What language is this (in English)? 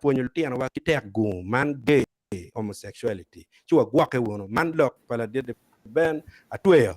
Acoli